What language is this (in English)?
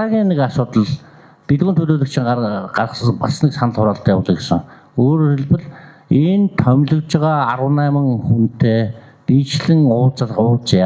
Mongolian